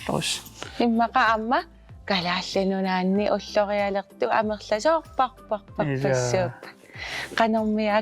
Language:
Kalaallisut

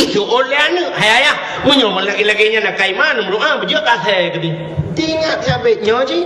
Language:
Achinese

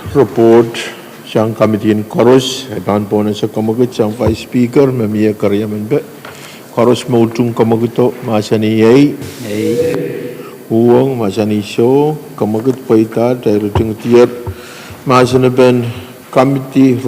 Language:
Pohnpeian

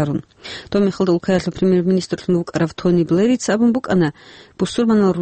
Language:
Avaric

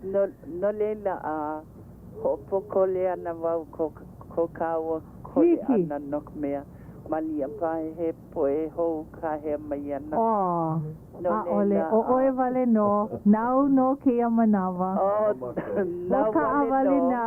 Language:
Hawaiian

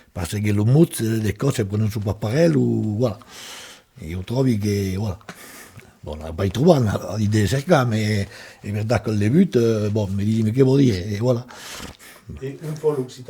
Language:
Occitan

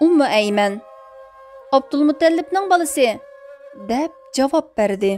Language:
Uyghur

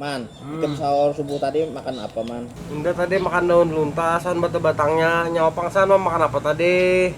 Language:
Banjar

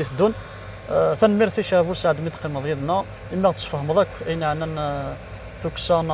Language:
Kabyle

